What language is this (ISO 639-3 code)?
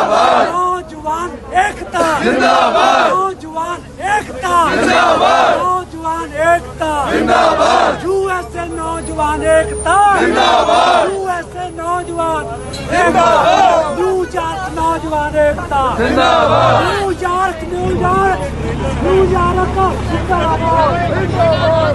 pan